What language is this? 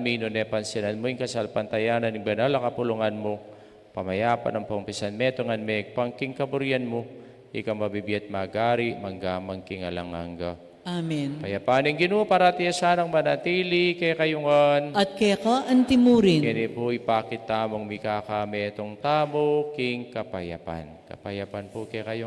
Pampanga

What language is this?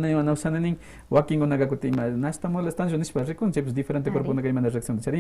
Quechua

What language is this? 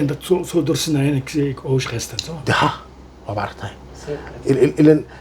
Somali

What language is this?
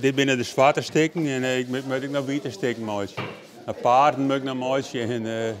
Western Frisian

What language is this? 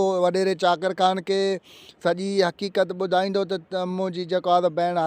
Sindhi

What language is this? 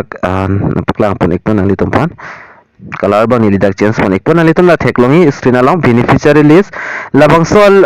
Karbi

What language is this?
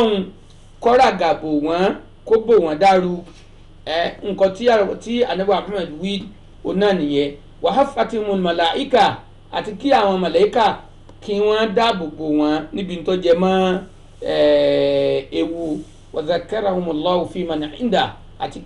Yoruba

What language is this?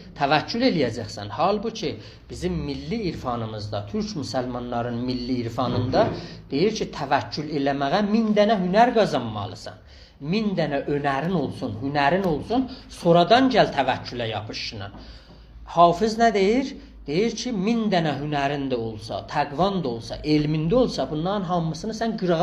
South Azerbaijani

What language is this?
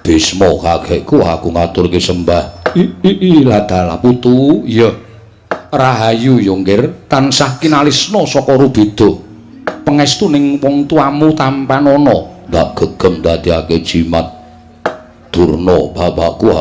Javanese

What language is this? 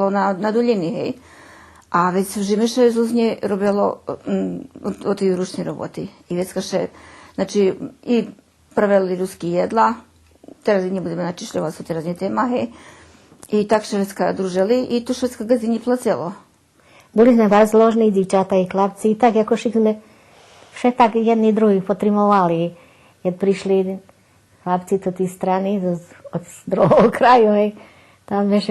Rusyn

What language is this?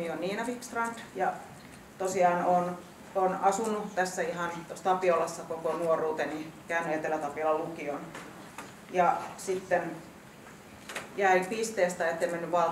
Finnish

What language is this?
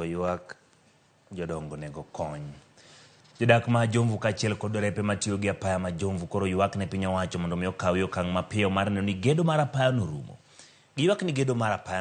Luo (Kenya and Tanzania)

